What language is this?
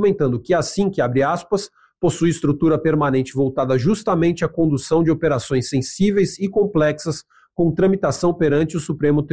Portuguese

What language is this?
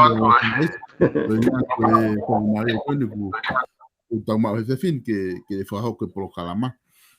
Tongan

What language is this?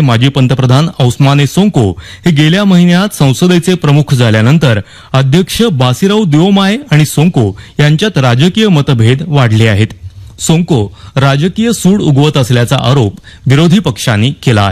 Marathi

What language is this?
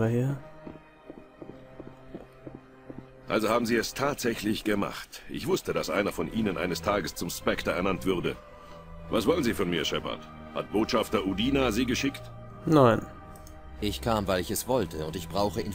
German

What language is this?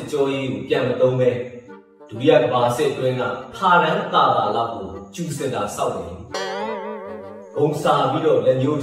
Burmese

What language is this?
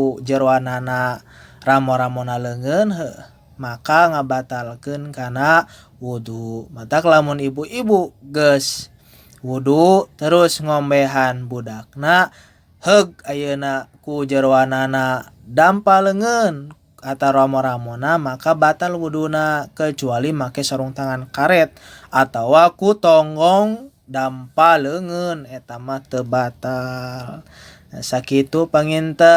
Sundanese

